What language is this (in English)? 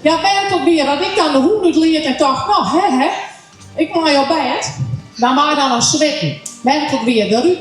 Western Frisian